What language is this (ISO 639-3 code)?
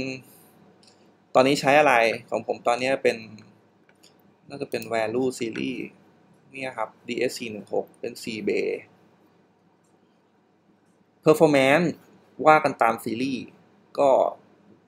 tha